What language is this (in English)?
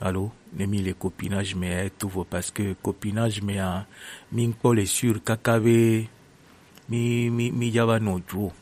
Gen